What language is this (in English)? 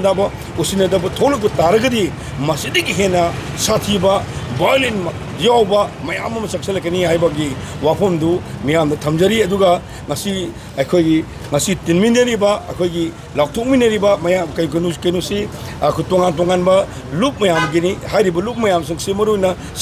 Manipuri